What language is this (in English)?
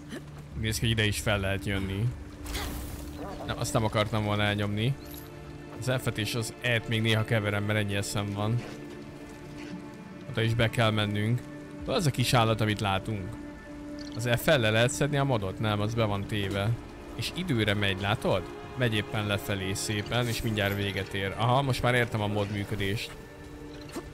Hungarian